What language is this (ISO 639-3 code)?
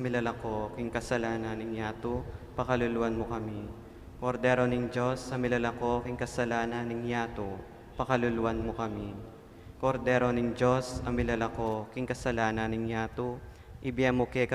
pam